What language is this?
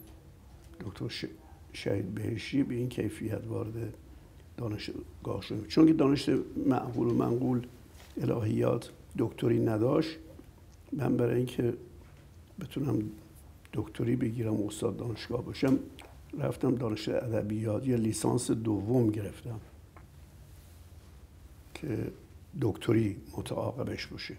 Persian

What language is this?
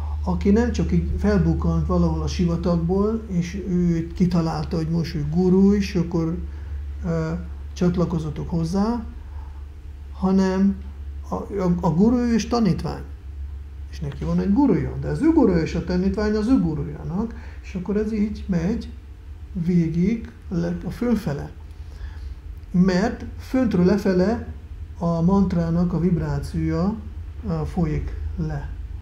Hungarian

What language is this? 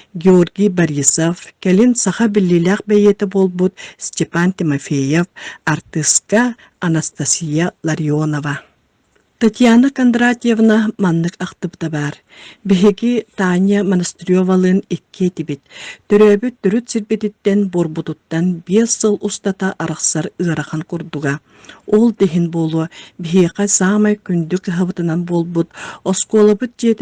Yakut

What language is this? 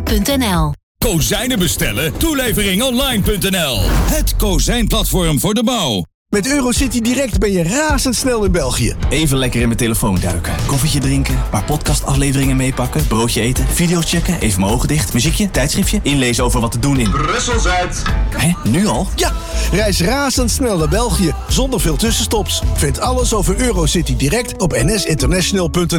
Dutch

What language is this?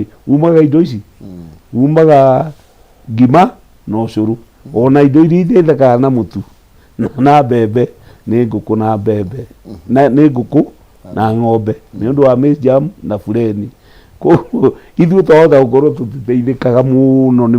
Kikuyu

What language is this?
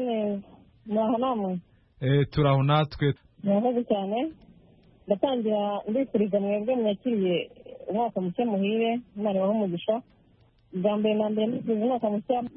Kinyarwanda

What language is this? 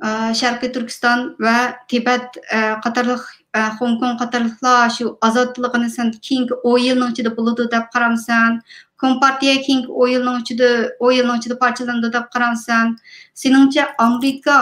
Uyghur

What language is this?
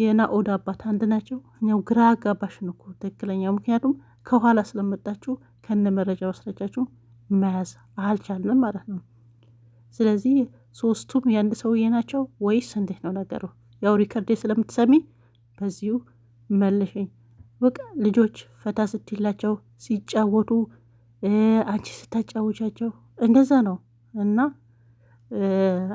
Amharic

